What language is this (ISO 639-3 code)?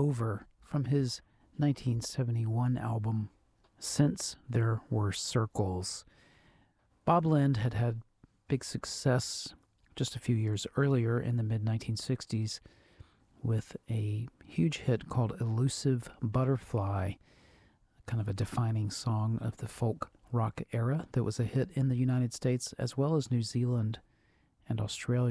eng